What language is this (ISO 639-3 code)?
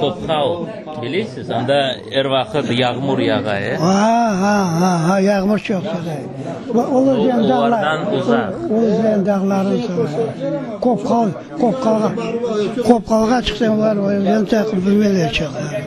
crh